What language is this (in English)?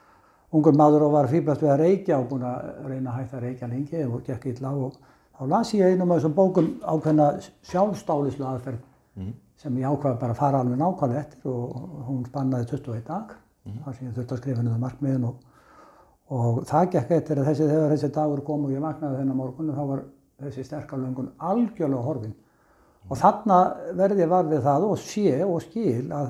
Icelandic